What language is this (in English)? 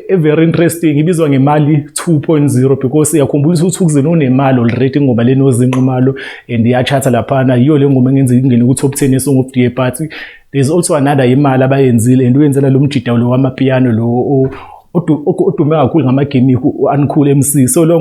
Zulu